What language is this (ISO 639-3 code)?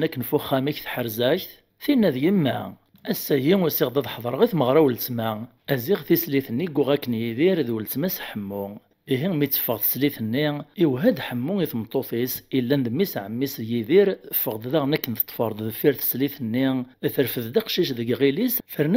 kab